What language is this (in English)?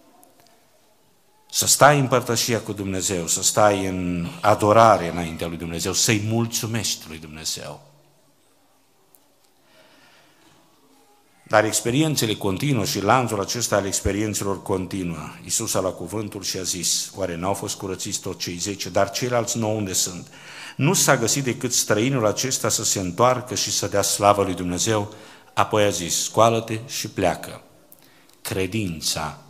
Romanian